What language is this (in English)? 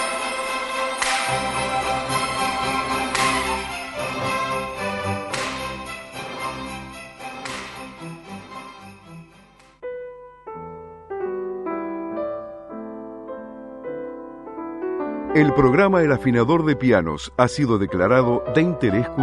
Spanish